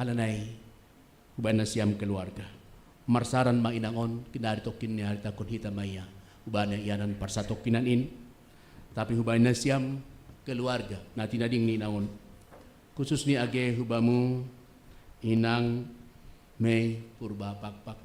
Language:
Batak Simalungun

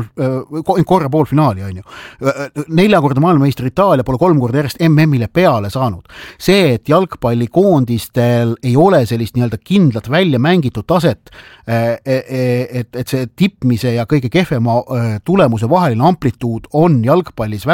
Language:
Estonian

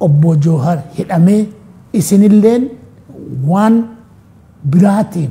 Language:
Oromo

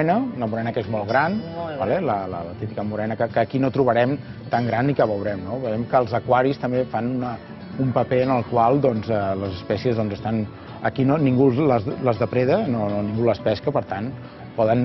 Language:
Catalan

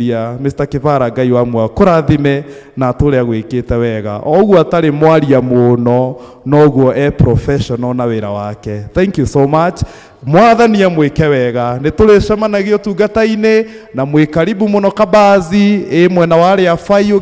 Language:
Kikuyu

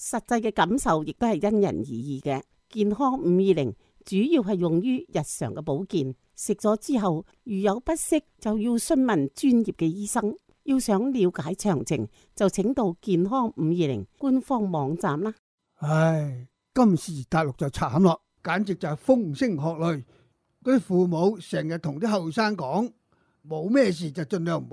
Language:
Cantonese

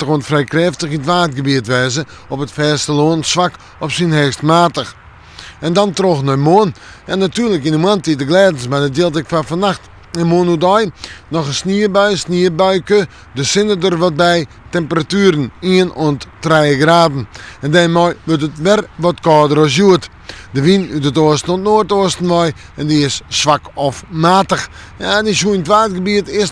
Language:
Western Frisian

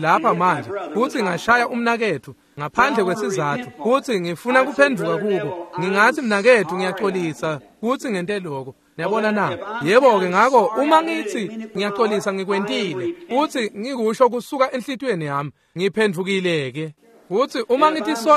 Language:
Swati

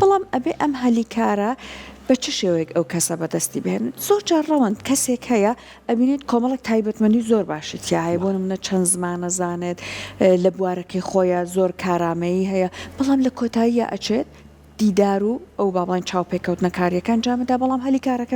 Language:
Central Kurdish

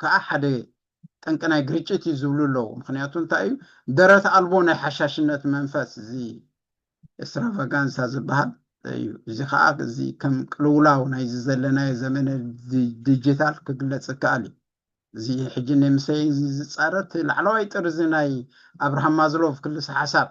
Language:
Tigrinya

